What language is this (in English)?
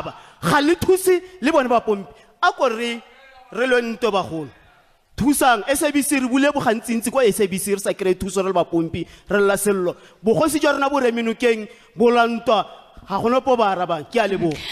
Tswana